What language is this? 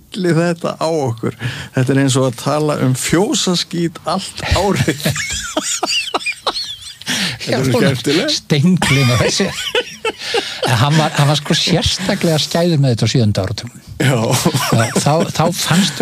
Icelandic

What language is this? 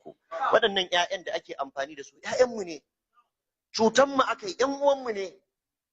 Hausa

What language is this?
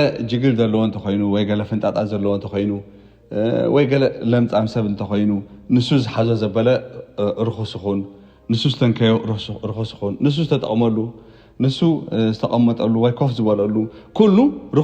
Tigrinya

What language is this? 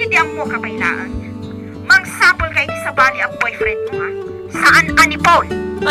Iloko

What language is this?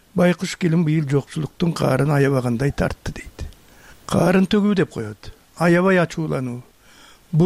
Kyrgyz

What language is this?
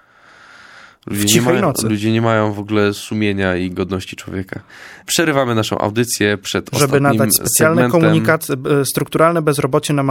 Polish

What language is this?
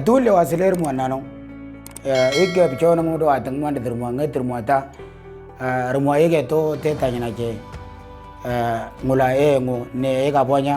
Moro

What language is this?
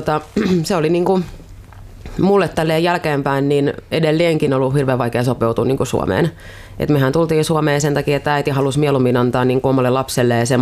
Finnish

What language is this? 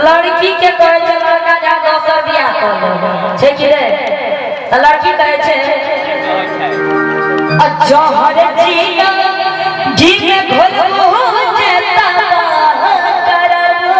Maithili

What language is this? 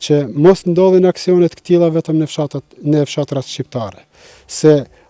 Albanian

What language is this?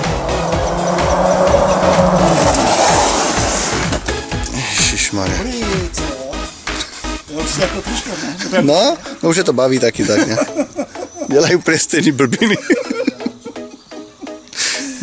Czech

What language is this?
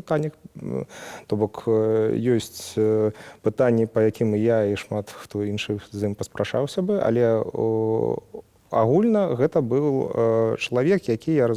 Belarusian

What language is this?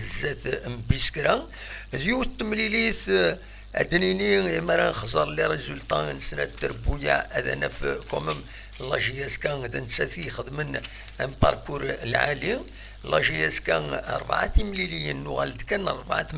Kabyle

